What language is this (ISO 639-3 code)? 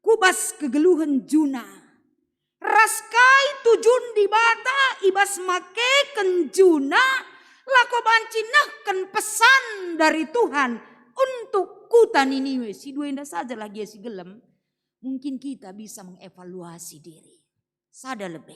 btx